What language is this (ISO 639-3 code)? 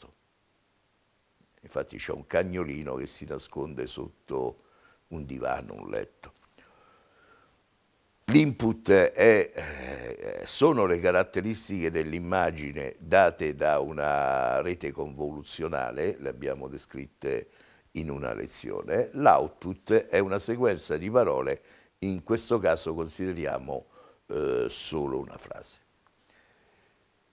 ita